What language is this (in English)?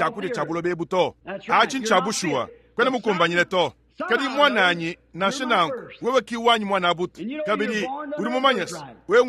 Luba-Lulua